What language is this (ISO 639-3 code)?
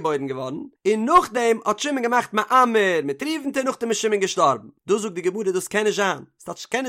yid